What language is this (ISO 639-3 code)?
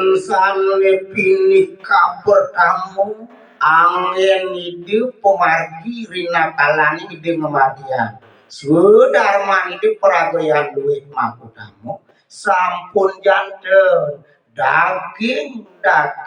ban